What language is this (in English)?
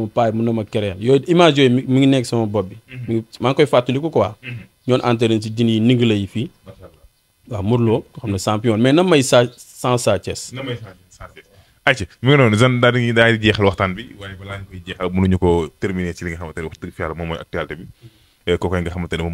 Wolof